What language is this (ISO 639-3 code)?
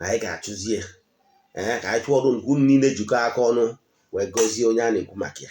ibo